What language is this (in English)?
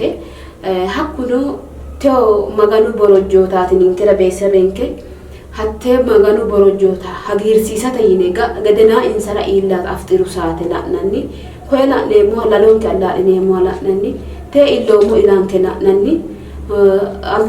Sidamo